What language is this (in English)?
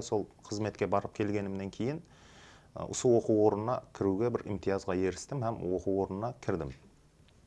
Kara-Kalpak